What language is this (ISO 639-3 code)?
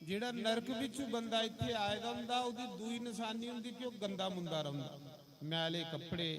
doi